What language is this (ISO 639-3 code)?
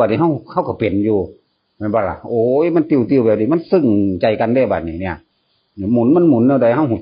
tts